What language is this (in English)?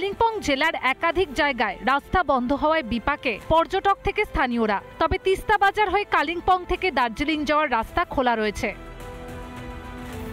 Bangla